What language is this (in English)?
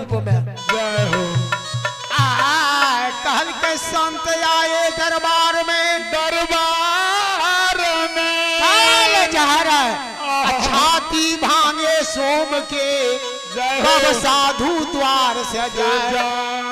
Maithili